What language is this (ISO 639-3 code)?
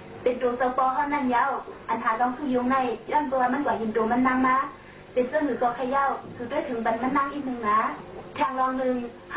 shn